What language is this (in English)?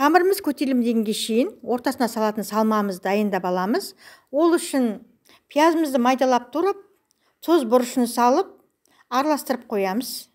Kazakh